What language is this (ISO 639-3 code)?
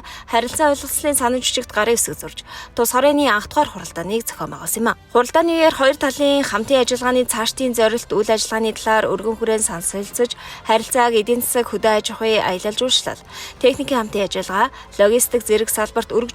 mon